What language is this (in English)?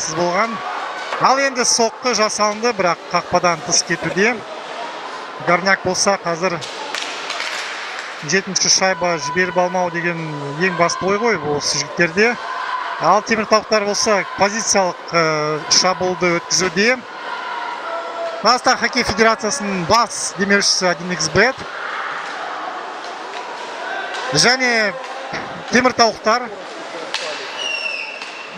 Kazakh